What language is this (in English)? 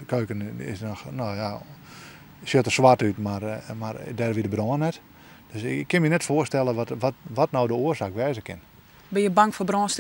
Western Frisian